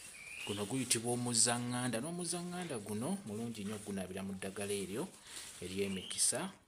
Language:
Ganda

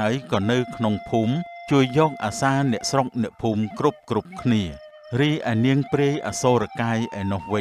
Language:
Khmer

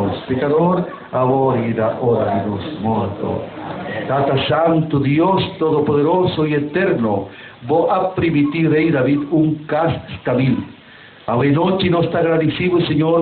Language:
Papiamento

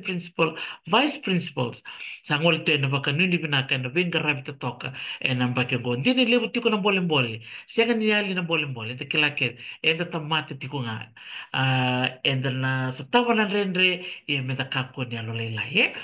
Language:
Fijian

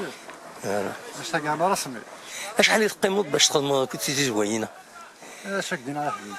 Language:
Kabyle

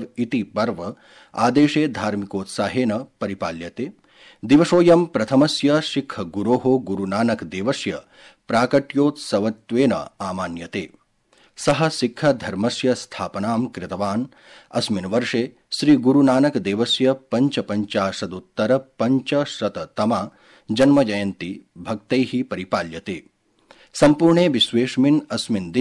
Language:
Sanskrit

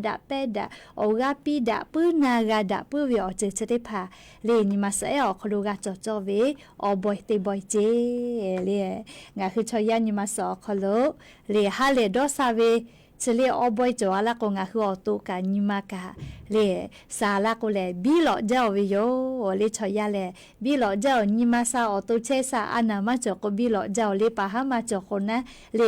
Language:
Lahu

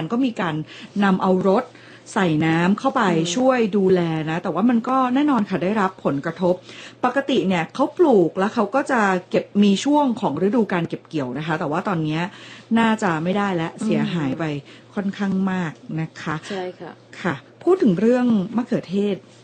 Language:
Thai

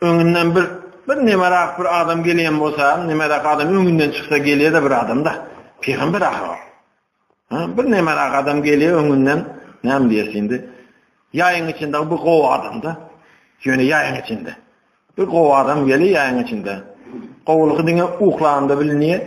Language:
Turkmen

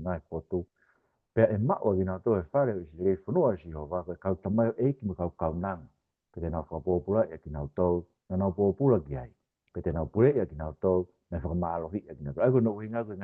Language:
Tongan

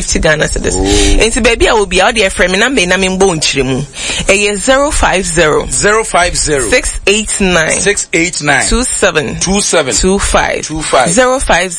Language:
Akan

